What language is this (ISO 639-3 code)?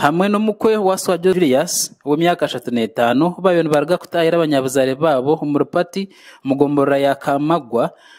nyn